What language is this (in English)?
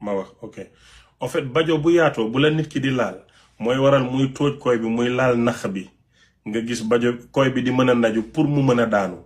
Wolof